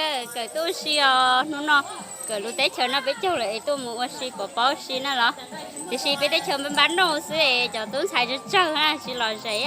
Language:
Hmong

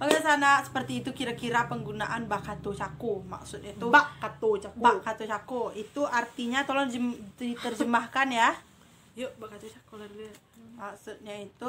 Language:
Minangkabau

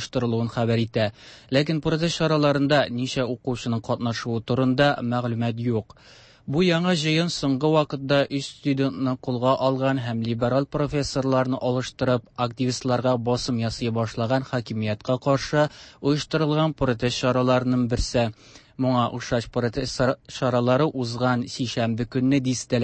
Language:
Tatar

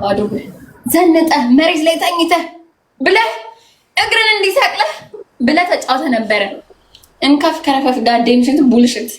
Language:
Amharic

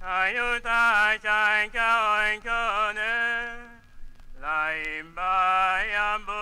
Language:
Tetela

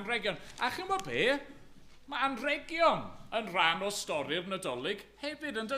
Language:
Welsh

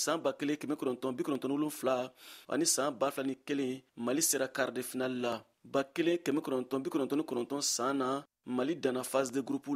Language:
Bambara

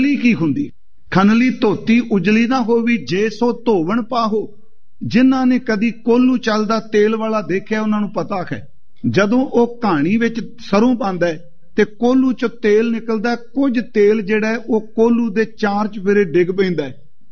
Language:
Punjabi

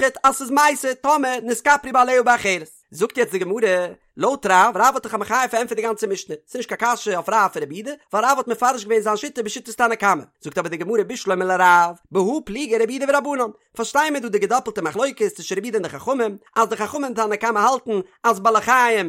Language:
Yiddish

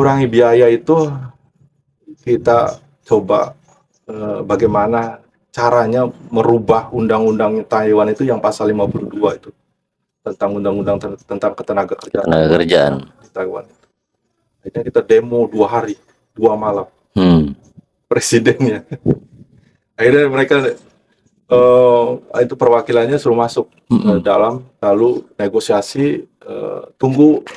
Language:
Indonesian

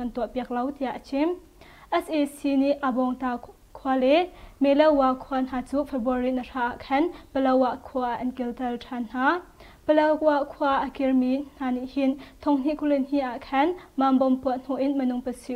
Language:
Hakha Chin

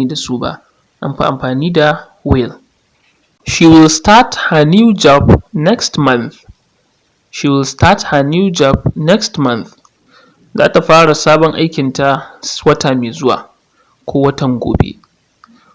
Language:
Hausa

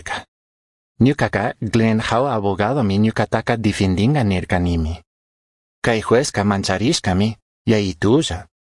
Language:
Chimborazo Highland Quichua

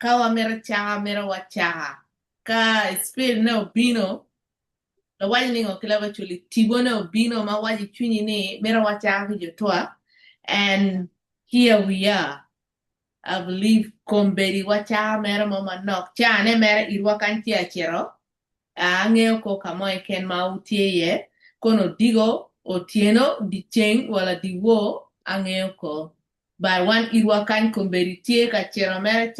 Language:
Acoli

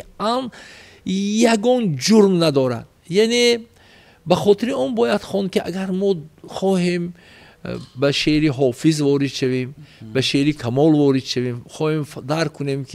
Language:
Tajik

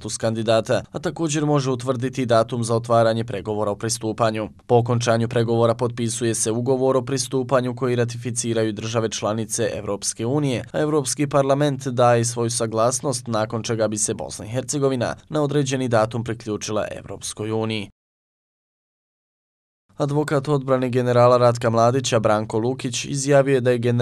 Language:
Bosnian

